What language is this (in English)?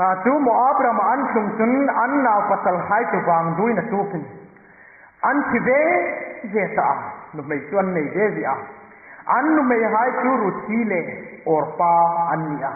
Hmar